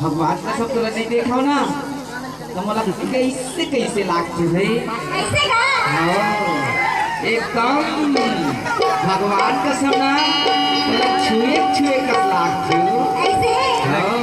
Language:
Chhattisgarhi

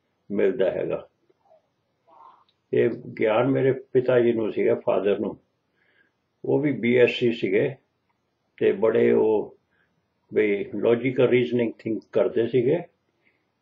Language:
Punjabi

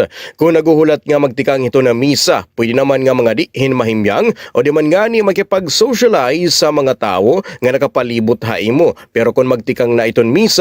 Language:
Waray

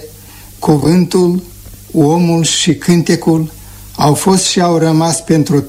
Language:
Romanian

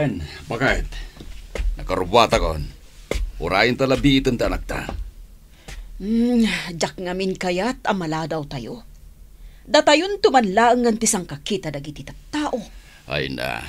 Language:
Iloko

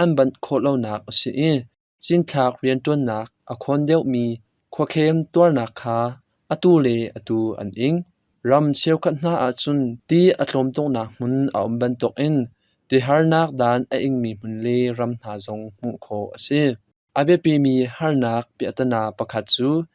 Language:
Hakha Chin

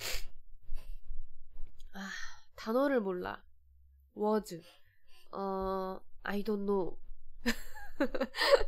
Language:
Korean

